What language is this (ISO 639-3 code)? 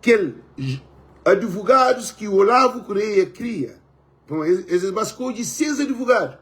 kea